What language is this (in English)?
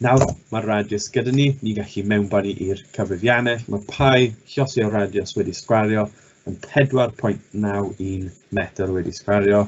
Welsh